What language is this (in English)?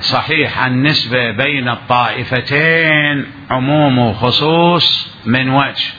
Mesopotamian Arabic